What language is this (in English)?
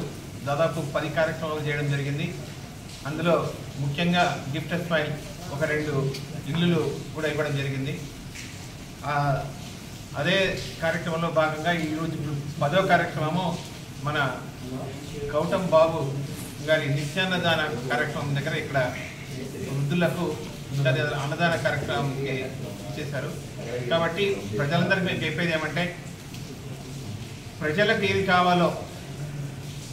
Telugu